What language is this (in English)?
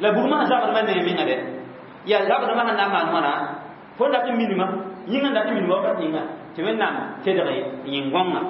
Mossi